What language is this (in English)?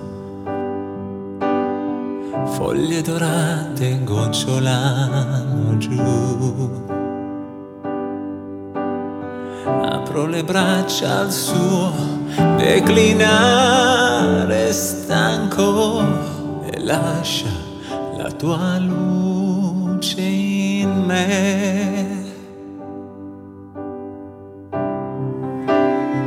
Italian